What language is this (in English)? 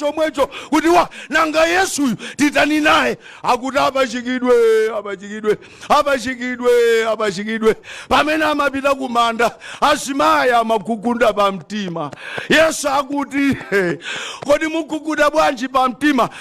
Nyanja